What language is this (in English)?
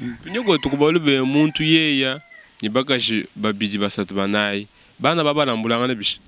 Luba-Lulua